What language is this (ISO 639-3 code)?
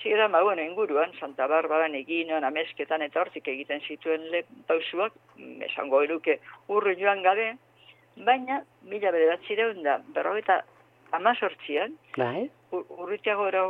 eus